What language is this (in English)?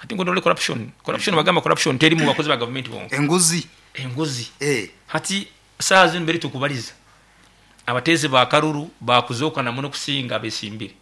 Nyankole